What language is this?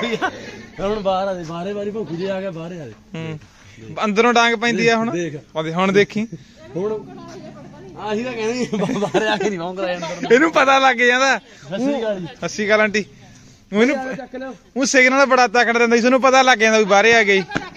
Punjabi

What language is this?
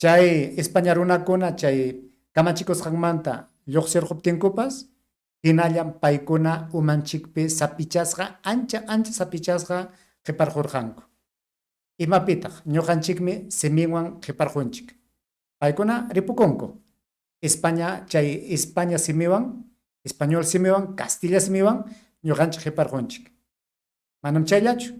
Ayacucho Quechua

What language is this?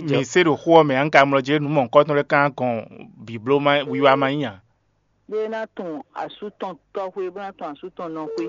Fon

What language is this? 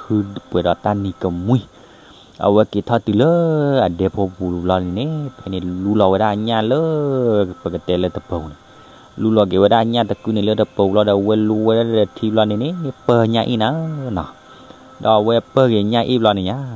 S'gaw Karen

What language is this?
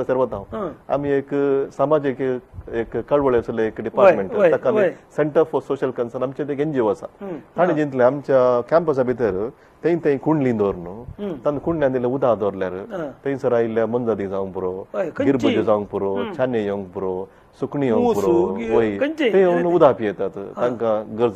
Konkani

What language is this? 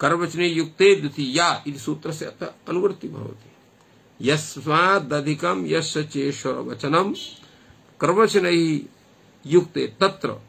Sanskrit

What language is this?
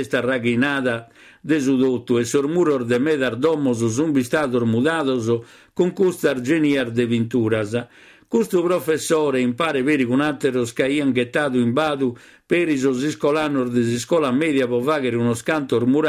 Sardinian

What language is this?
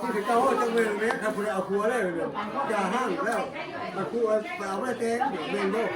Northeastern Thai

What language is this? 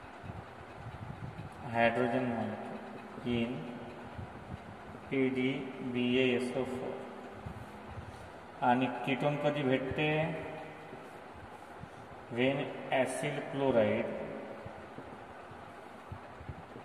Marathi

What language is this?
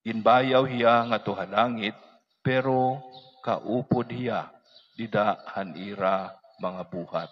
Waray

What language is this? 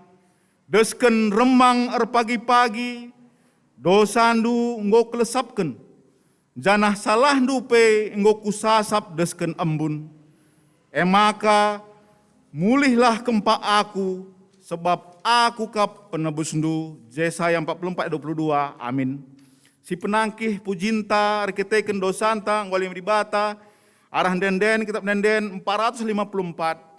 Batak Karo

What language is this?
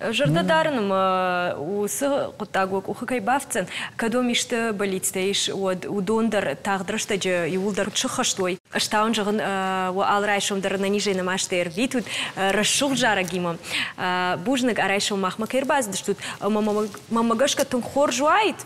Ossetic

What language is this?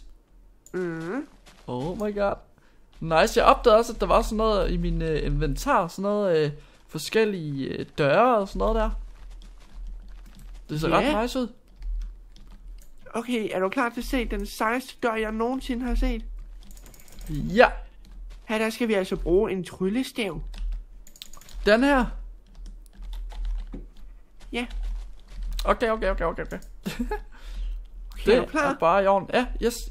Danish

